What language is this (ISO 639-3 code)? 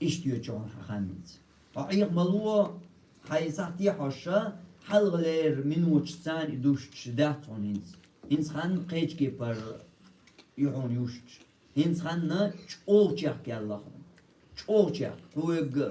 che